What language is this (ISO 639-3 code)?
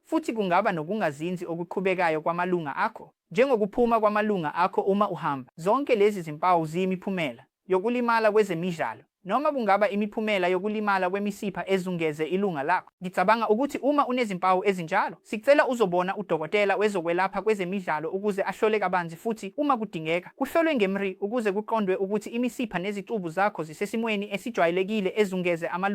zul